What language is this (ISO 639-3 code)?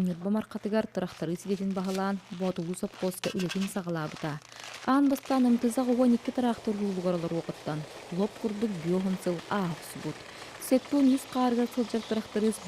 sah